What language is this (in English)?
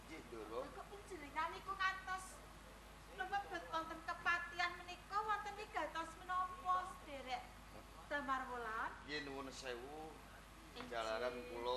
Javanese